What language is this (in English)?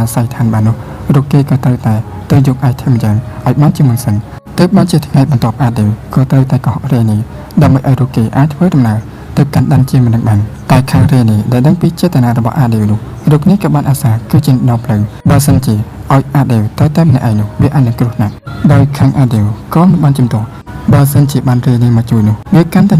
Khmer